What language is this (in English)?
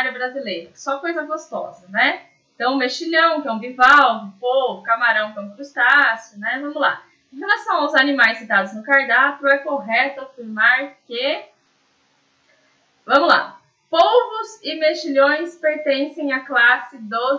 Portuguese